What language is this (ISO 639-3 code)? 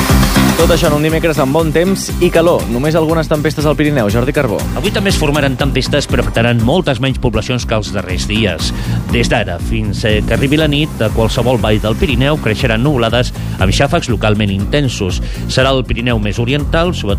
cat